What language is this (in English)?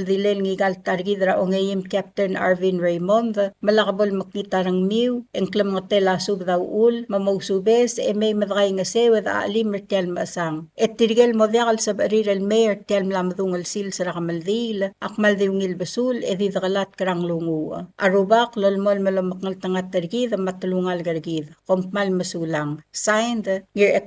Palauan